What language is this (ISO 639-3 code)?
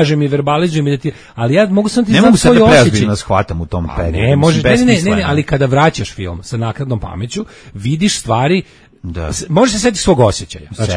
srp